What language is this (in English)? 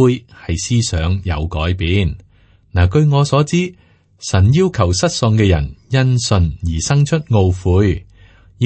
Cantonese